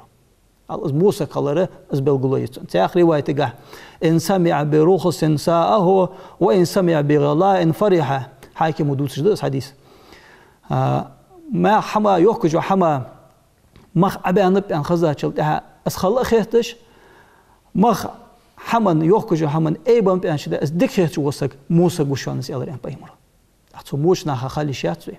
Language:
Ingush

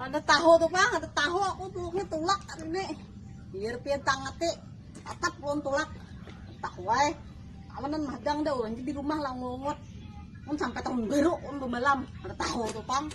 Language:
Banjar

